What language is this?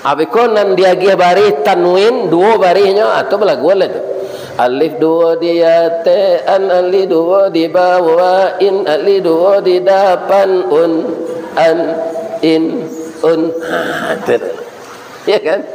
Minangkabau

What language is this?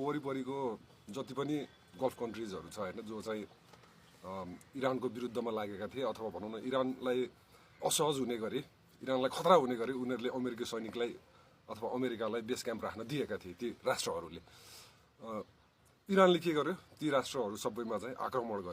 Nepali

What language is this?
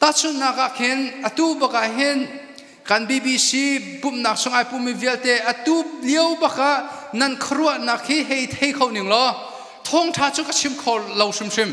Hakha Chin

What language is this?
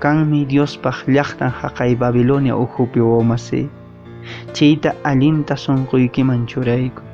Quechua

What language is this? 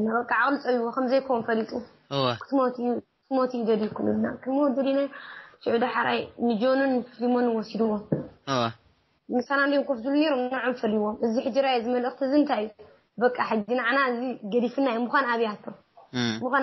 Tigrinya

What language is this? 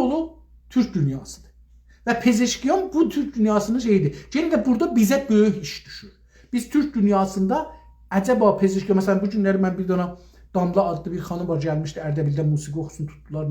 South Azerbaijani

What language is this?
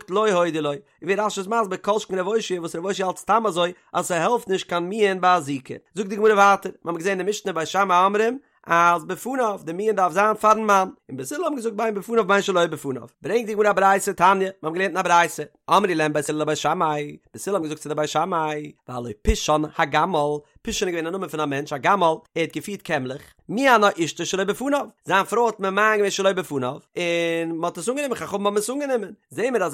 Yiddish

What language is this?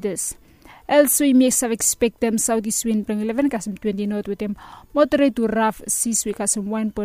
Bislama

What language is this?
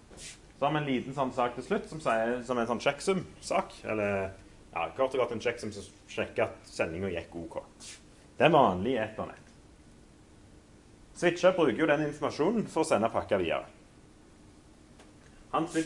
Norwegian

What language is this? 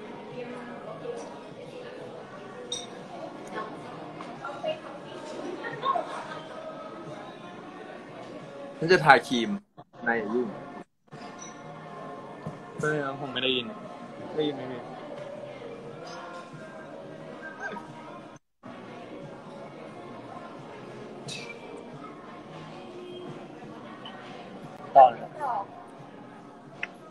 Thai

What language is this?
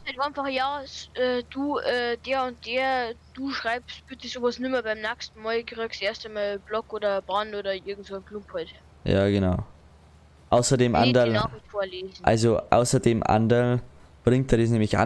Bavarian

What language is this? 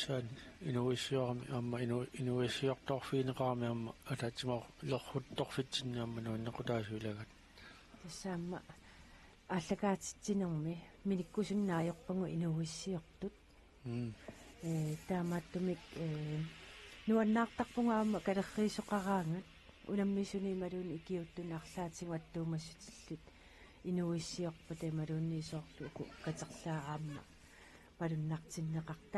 Kalaallisut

